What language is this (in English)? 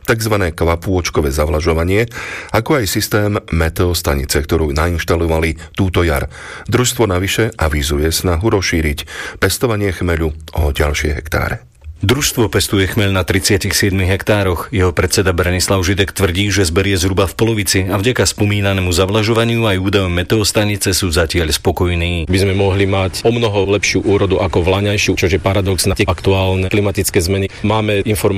Slovak